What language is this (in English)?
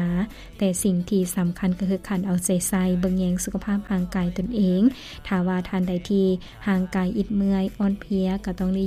Lao